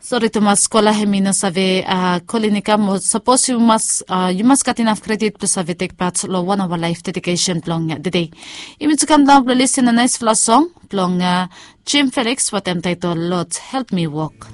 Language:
Bislama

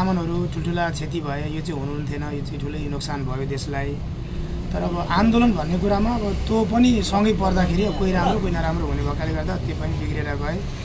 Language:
Nepali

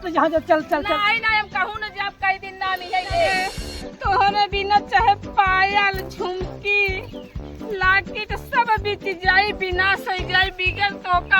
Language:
Awadhi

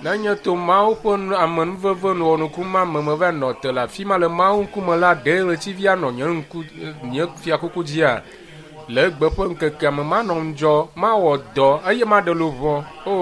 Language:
Ewe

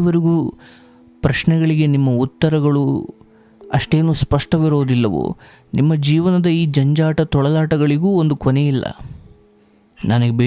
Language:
Kannada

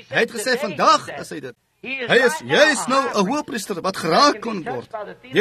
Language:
Afrikaans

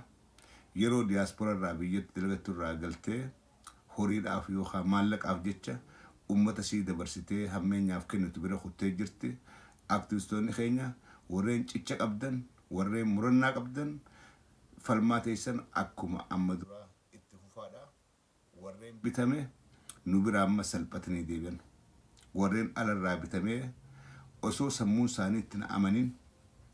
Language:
Oromo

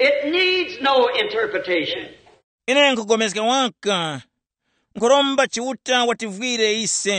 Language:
Tumbuka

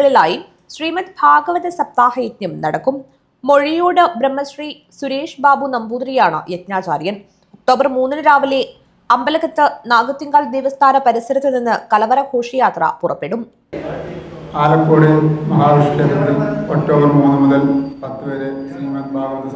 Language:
Malayalam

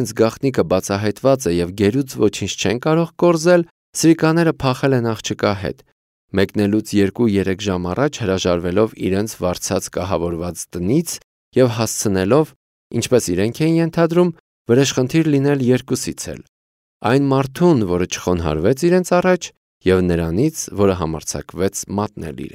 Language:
Armenian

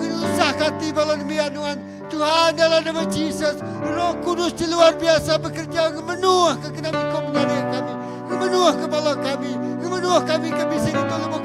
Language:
Iban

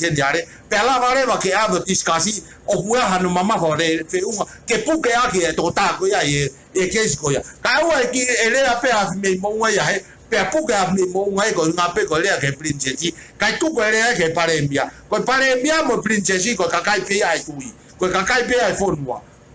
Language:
Tongan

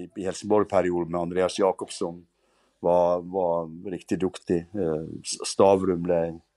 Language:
Norwegian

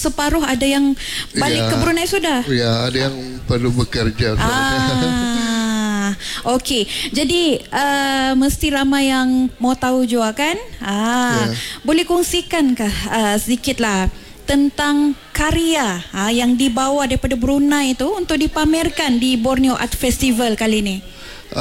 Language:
Malay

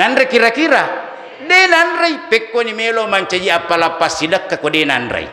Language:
Buginese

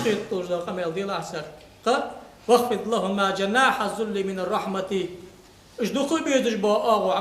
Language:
Ingush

